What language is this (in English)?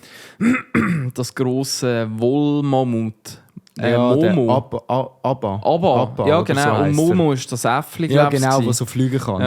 Swiss German